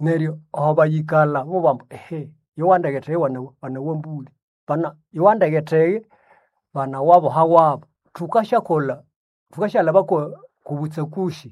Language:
Nande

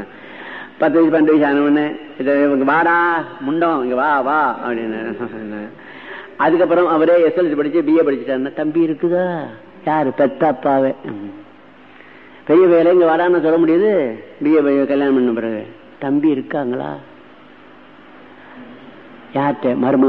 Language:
Tamil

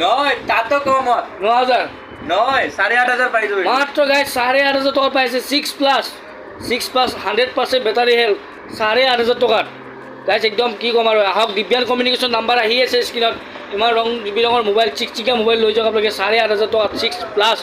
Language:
Assamese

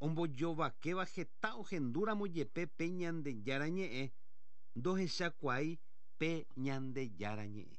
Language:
Guarani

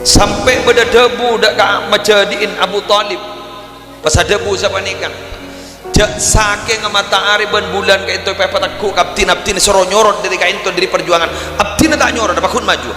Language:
Madurese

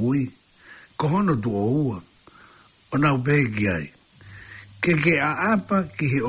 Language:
Tongan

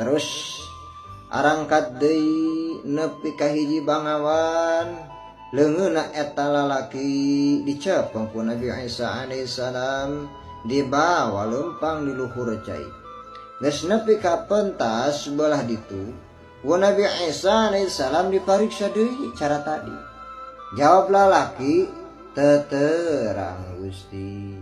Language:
Sundanese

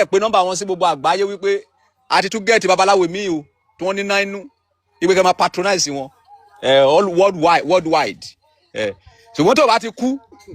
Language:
Yoruba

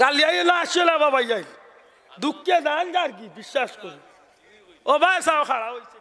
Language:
Sylheti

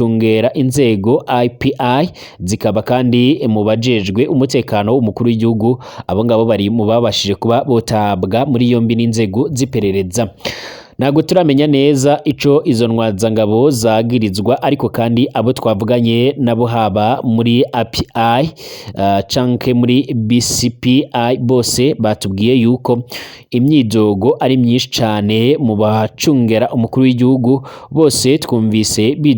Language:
Rundi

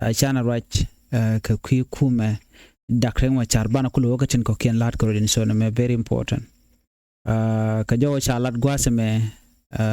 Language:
Nuer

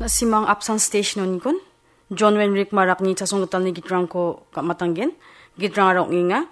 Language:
Garo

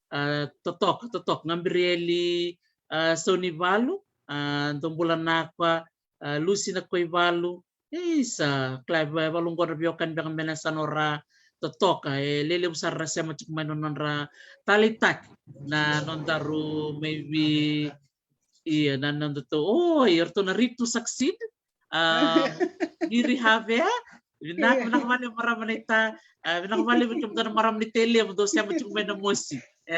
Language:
Fijian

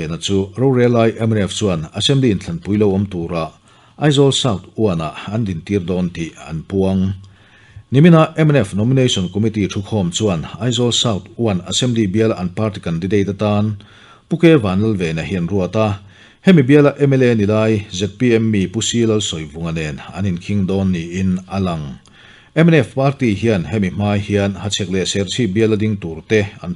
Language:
Mizo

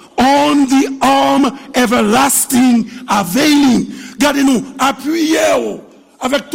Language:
Haitian Creole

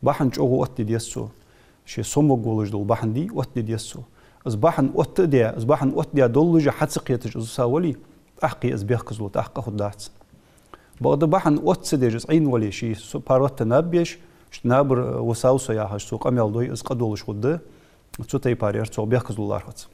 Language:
Ingush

